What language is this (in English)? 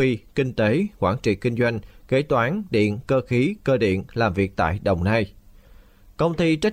Vietnamese